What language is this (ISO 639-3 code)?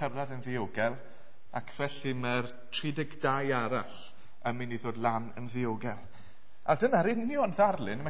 cym